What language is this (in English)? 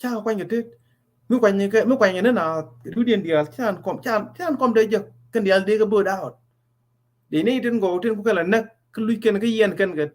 Nuer